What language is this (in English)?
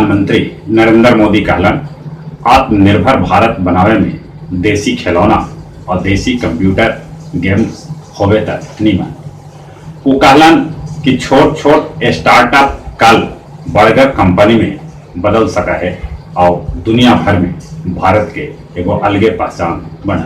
Magahi